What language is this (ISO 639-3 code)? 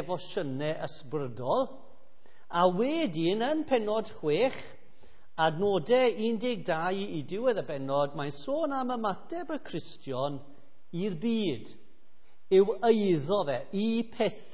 cym